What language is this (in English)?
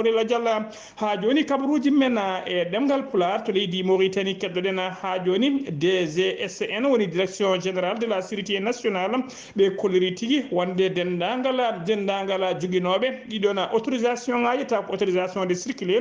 Fula